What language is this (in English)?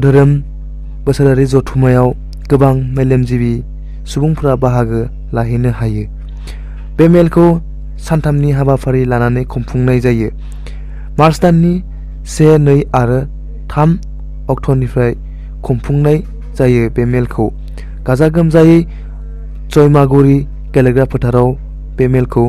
Bodo